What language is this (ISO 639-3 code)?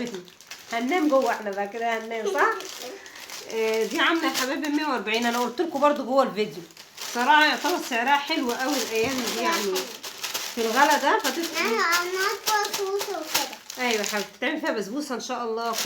arz